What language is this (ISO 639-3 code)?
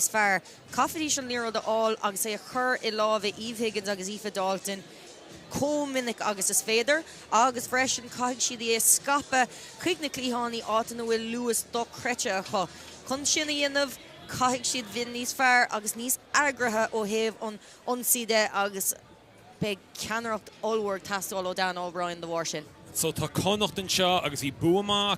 gle